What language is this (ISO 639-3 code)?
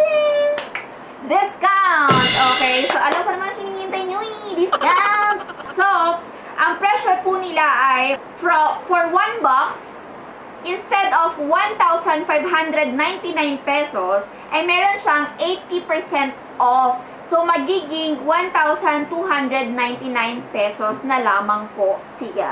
fil